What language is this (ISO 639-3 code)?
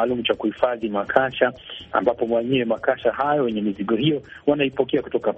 swa